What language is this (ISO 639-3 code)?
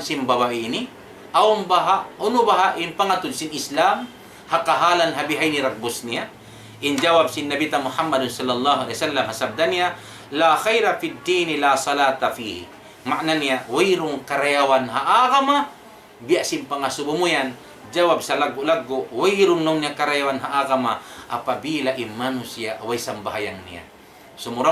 tsg